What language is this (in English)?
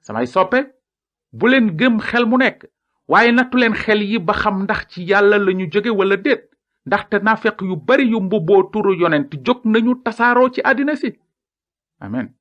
Wolof